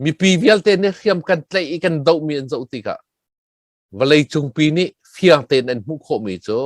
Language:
Hakha Chin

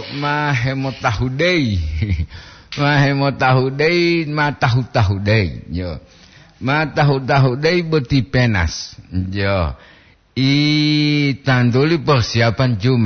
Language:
Gorontalo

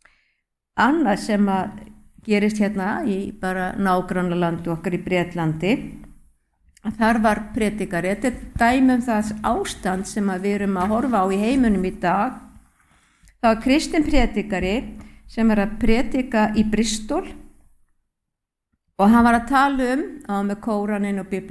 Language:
Icelandic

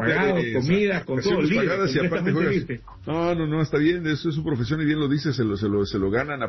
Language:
Spanish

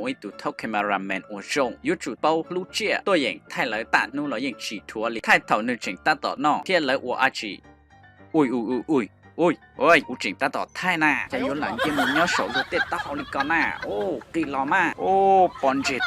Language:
Hmong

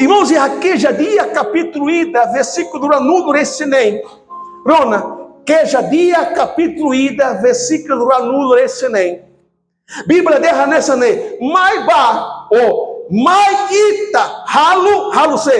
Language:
Tetum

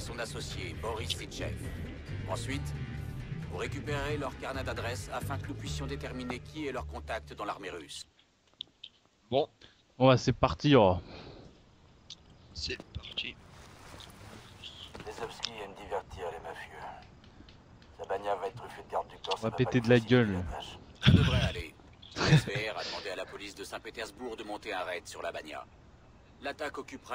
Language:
French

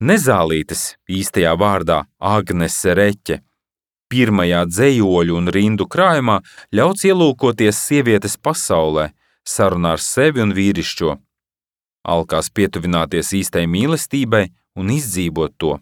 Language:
Latvian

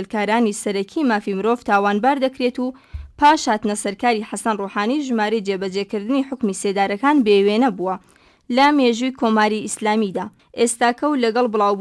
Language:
Central Kurdish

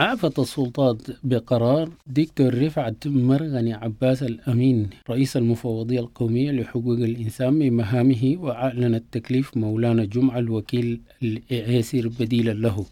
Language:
Sudanese Arabic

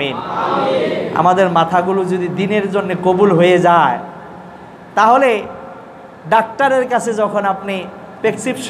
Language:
Bangla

